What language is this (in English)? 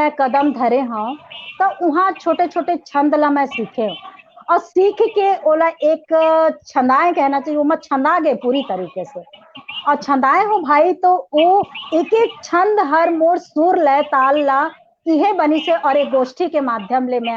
Chhattisgarhi